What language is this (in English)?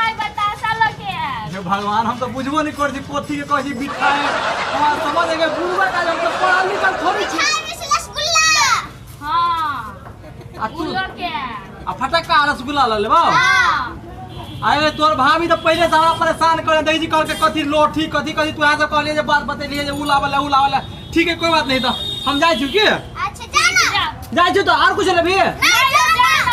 Maithili